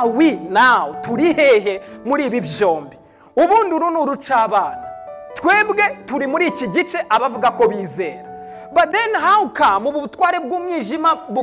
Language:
Kinyarwanda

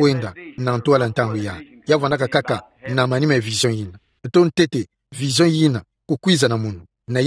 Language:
Kituba (Democratic Republic of Congo)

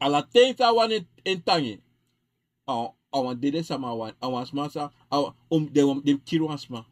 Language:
Sranan Tongo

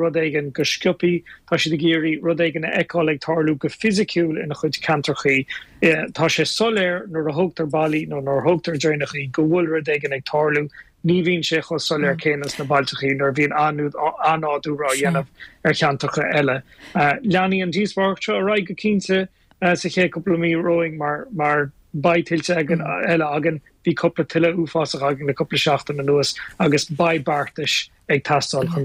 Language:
Irish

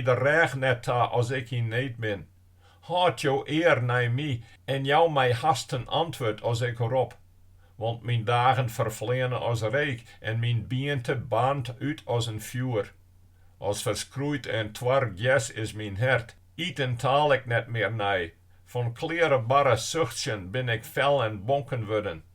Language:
Western Frisian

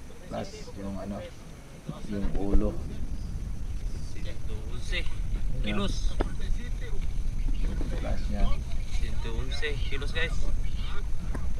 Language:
Filipino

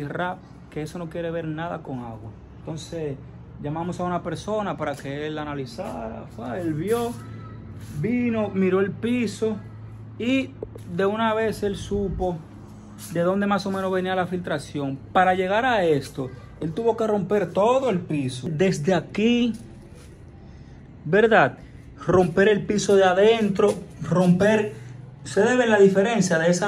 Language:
Spanish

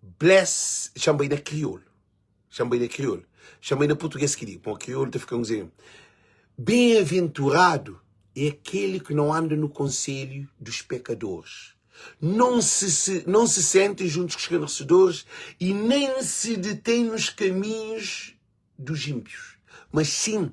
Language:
Kabuverdianu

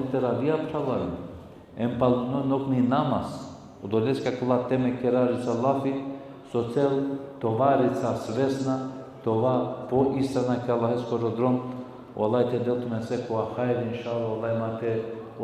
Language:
Balkan Romani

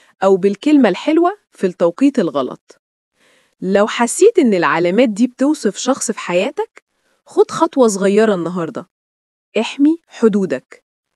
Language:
Egyptian Arabic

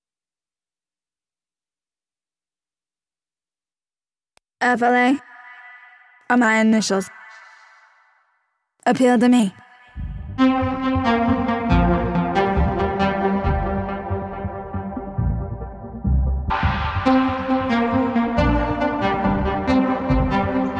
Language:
English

